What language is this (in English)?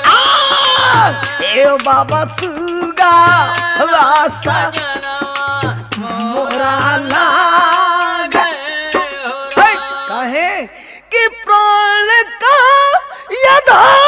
Bhojpuri